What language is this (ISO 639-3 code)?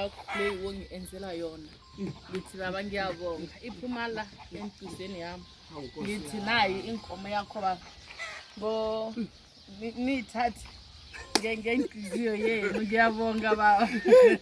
zul